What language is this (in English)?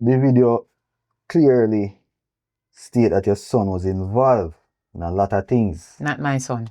Jamaican Creole English